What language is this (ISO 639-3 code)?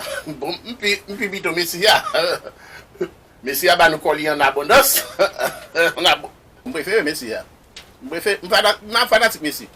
hat